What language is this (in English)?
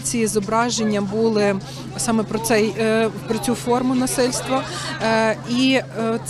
Ukrainian